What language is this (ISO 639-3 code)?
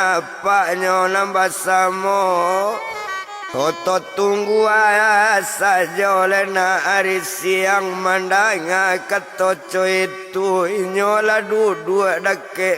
min